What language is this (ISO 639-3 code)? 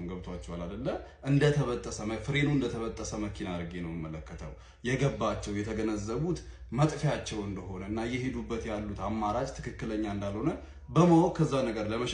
amh